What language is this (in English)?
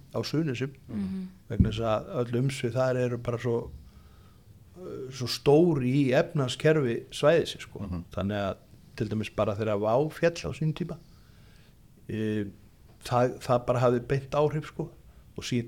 Icelandic